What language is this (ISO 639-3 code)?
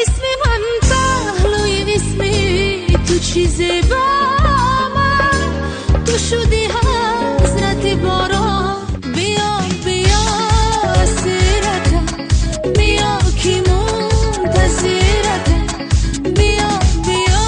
tgk